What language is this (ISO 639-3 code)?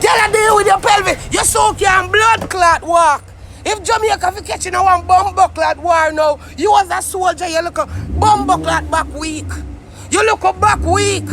jam